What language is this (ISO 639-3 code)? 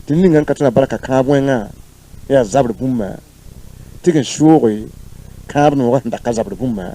mos